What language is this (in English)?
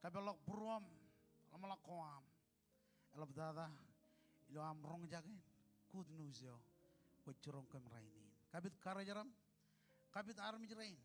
Marshallese